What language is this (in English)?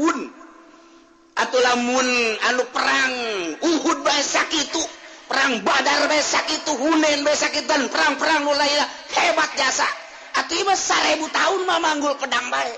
Sundanese